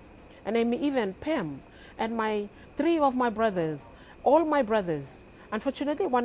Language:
Bislama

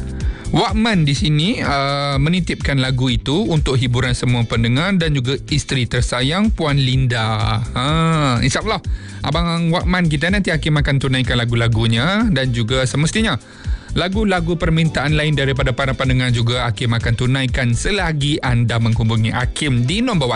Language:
Malay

